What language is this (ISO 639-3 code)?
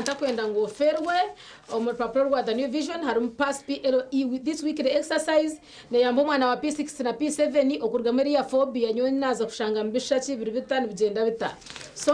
nyn